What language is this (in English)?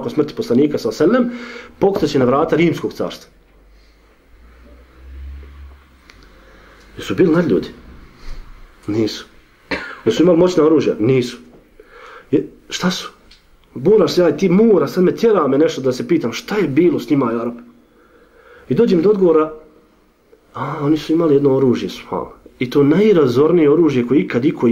Bosnian